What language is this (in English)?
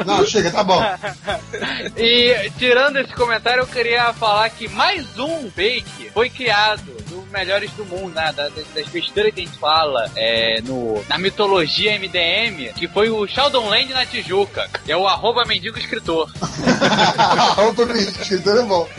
Portuguese